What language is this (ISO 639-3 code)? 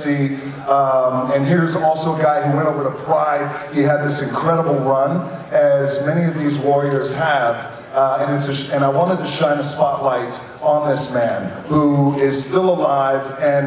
eng